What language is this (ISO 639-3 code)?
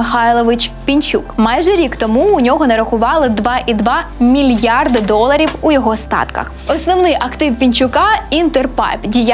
ukr